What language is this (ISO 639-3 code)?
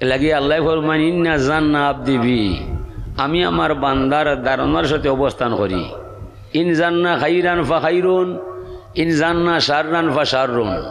syl